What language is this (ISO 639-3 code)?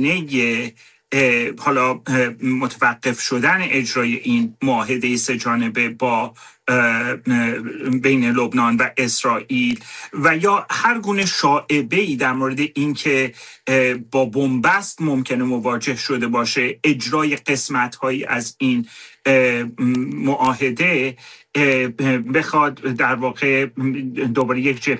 fas